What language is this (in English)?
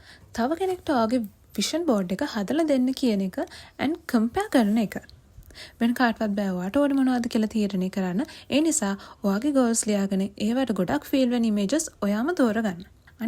Sinhala